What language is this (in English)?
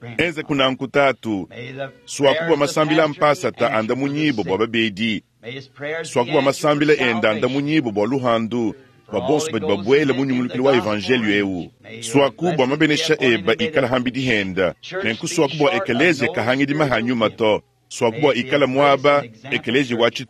Luba-Lulua